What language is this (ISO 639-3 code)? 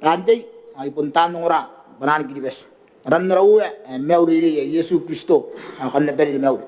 gil